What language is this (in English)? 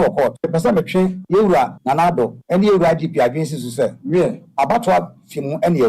Akan